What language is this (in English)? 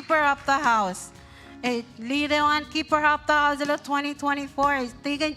Marshallese